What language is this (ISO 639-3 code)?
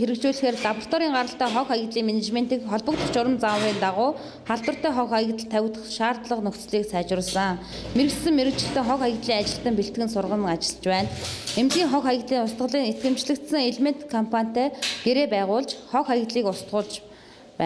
mon